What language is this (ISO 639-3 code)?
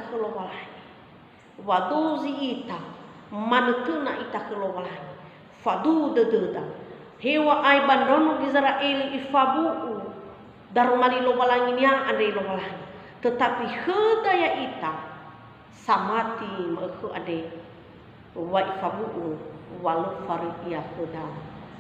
nia